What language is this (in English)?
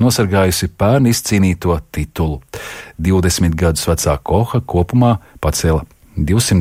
Latvian